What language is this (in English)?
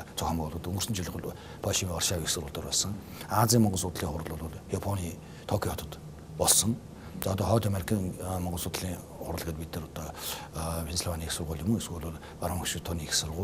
Mongolian